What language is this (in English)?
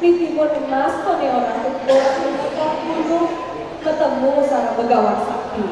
Balinese